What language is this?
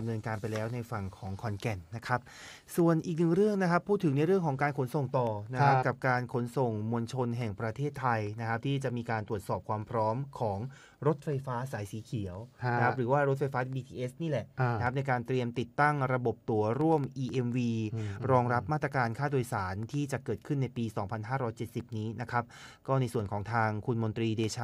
Thai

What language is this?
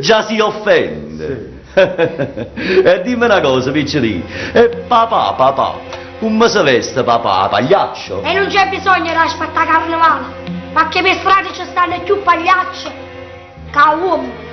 Neapolitan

